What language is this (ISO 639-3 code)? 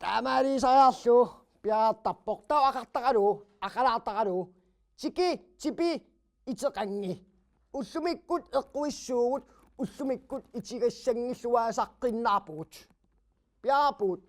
kal